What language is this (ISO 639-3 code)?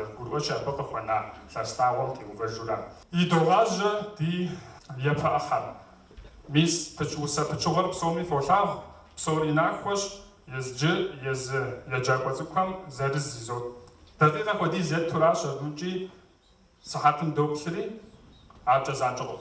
kbd